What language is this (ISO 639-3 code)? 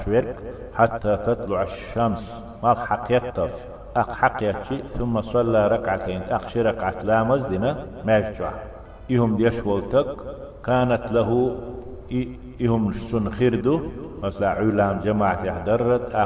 che